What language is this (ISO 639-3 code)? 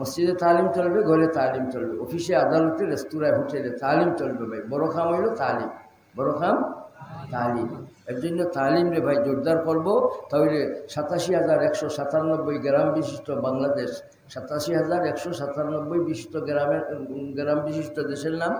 syl